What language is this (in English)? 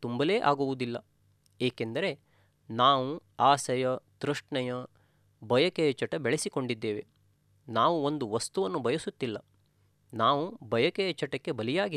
Kannada